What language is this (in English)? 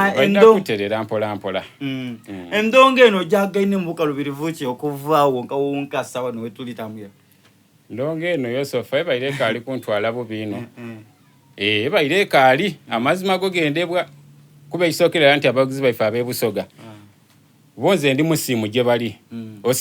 Soga